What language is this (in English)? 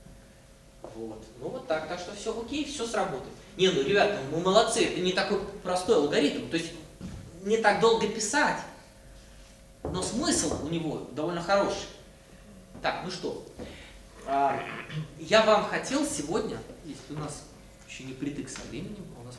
Russian